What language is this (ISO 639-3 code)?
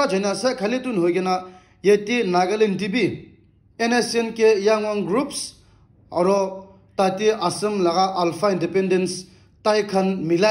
nag